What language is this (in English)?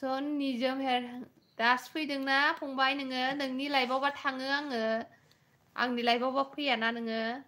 Bodo